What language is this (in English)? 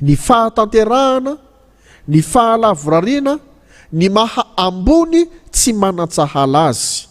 Malagasy